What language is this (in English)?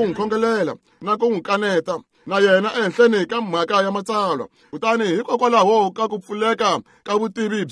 Tsonga